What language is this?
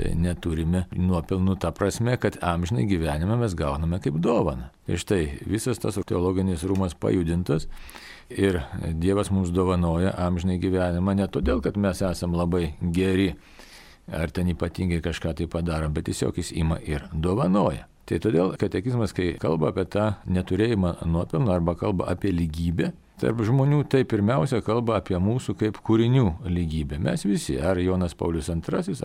Lithuanian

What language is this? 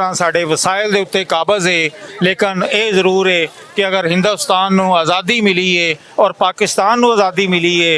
Western Panjabi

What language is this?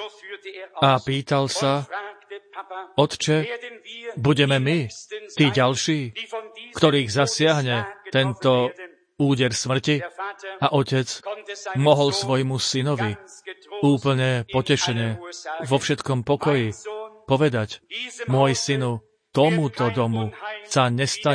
Slovak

